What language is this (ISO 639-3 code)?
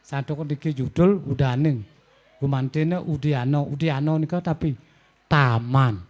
ban